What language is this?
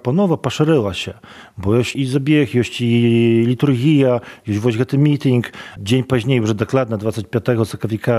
Belarusian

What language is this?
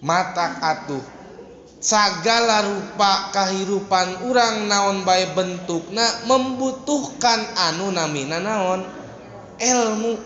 Sundanese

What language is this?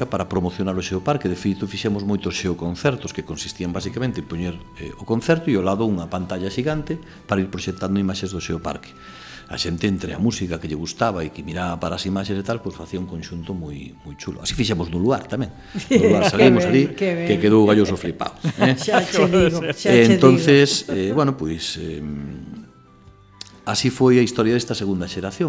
Galician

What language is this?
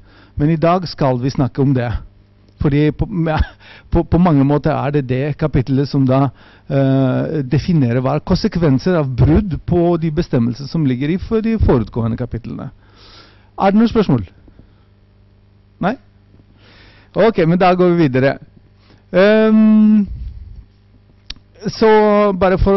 Norwegian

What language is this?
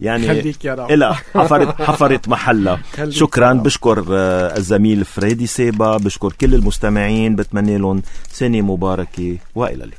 North Levantine Arabic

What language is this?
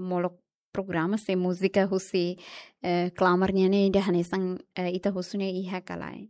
Tetum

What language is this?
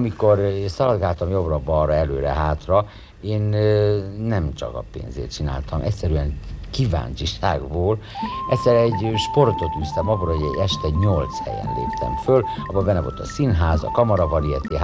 Hungarian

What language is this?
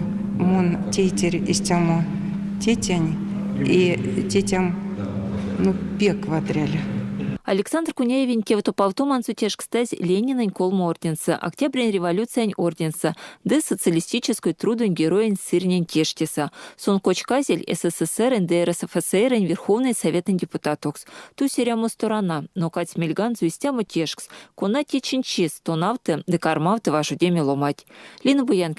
Erzya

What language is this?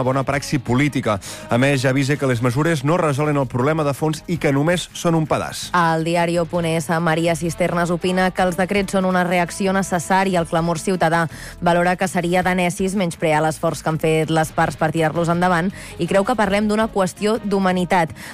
Catalan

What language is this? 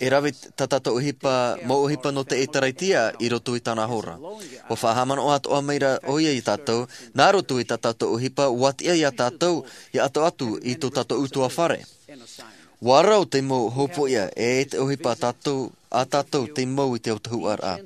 Tahitian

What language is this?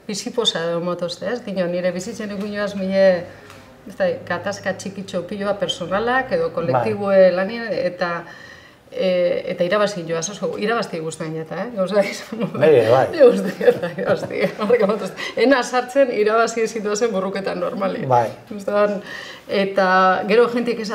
Basque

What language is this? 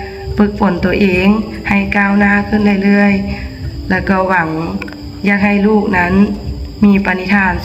Lao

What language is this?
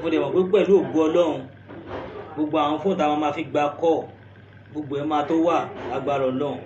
Yoruba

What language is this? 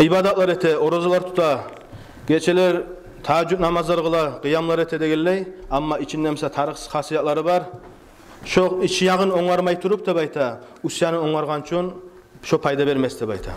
Kumyk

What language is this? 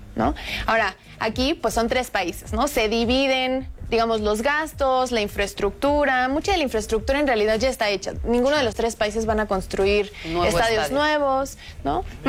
Spanish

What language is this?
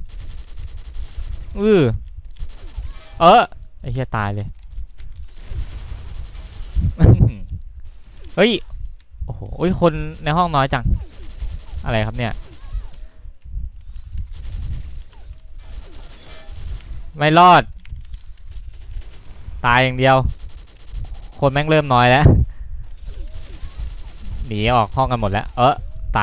Thai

